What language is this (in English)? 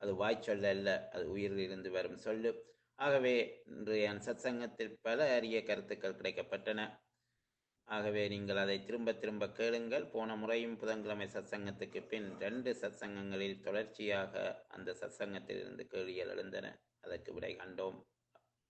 Tamil